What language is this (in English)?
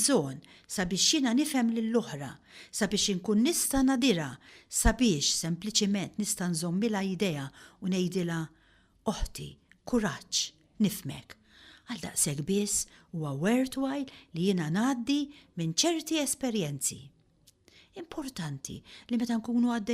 Maltese